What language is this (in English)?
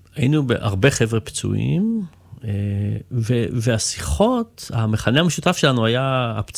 Hebrew